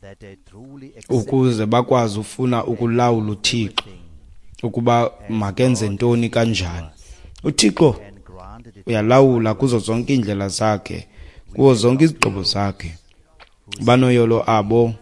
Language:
Xhosa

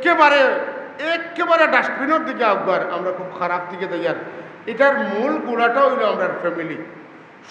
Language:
Sylheti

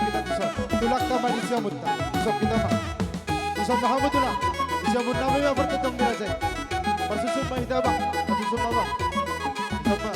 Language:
Batak Simalungun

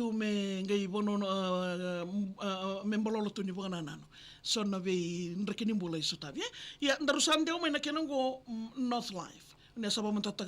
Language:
Fijian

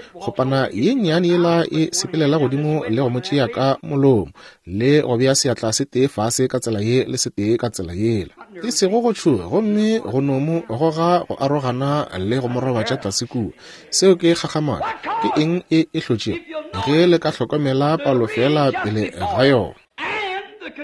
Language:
Northern Sotho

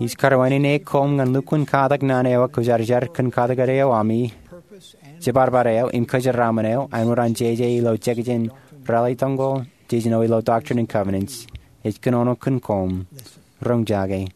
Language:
Marshallese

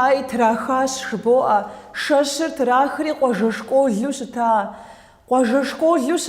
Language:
Kabardian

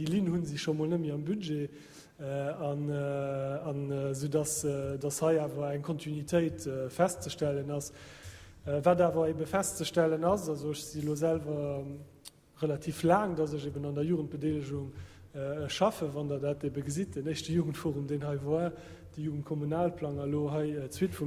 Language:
Luxembourgish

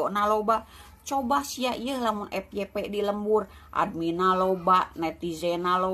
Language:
Sundanese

